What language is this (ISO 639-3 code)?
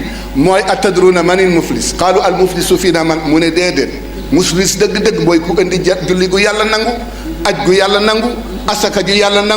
wol